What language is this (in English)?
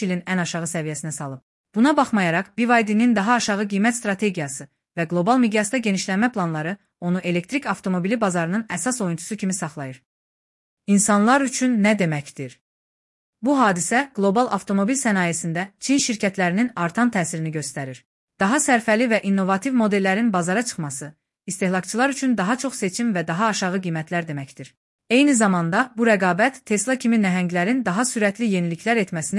Azerbaijani